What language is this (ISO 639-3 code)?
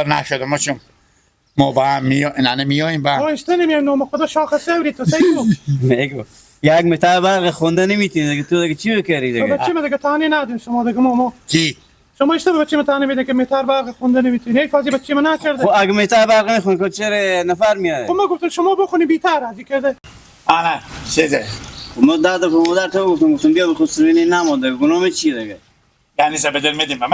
haz